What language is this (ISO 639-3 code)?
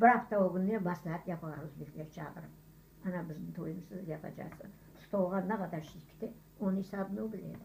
crh